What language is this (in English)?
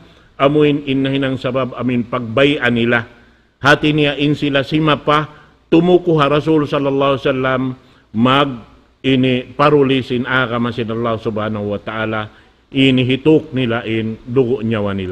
Tausug